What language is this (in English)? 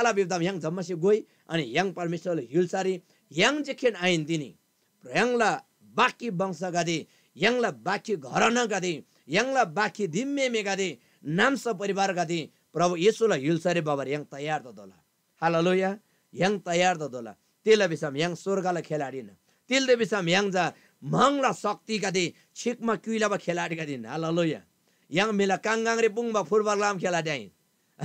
Eastern Tamang